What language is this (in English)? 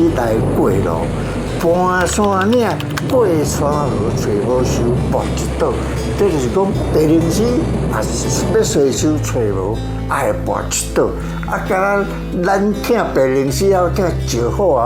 Min Nan Chinese